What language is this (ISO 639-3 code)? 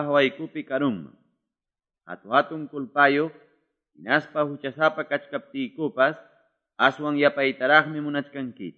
que